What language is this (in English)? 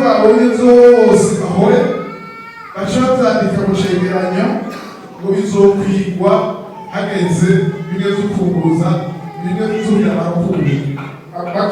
Rundi